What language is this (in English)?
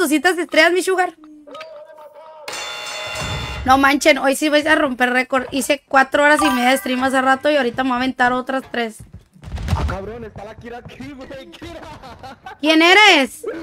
Spanish